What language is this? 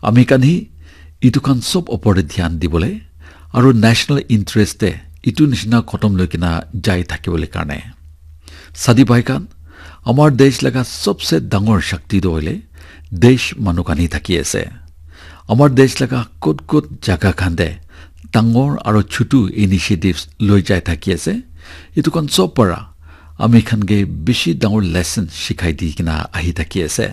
Naga Pidgin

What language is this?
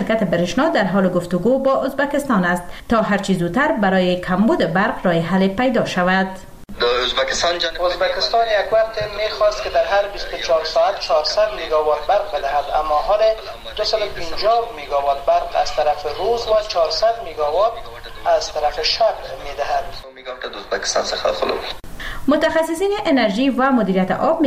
Persian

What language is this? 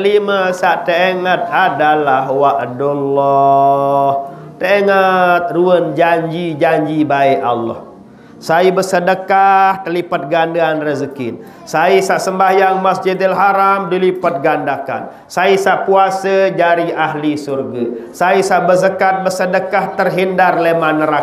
Sasak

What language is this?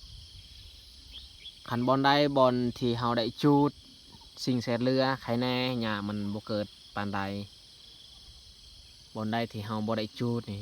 Lao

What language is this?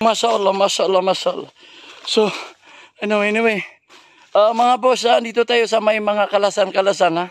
Maranao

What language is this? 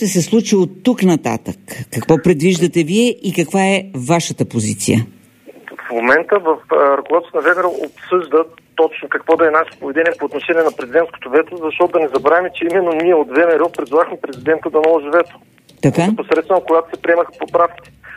Bulgarian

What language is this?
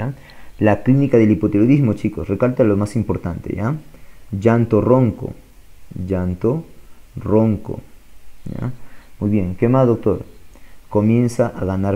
Spanish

